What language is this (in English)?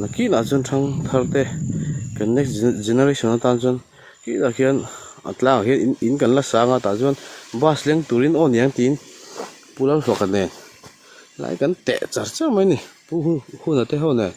Mizo